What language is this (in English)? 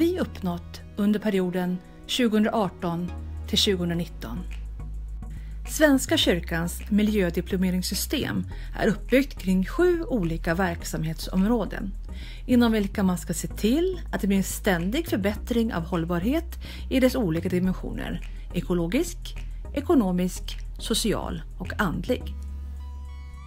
Swedish